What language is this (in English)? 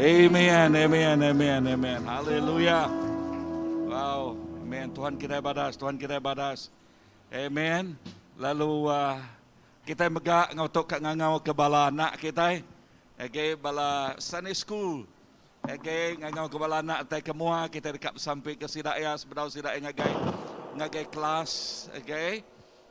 Iban